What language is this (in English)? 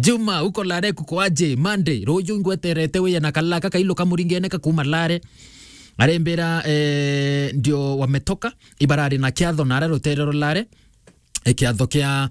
Meru